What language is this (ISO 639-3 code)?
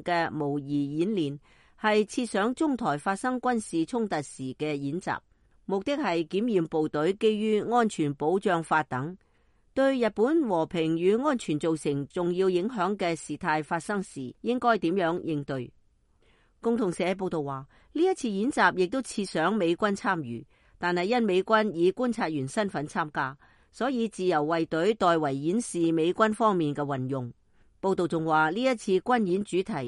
yue